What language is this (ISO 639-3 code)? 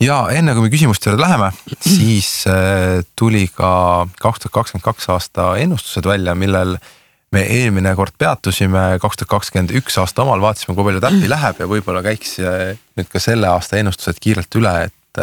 est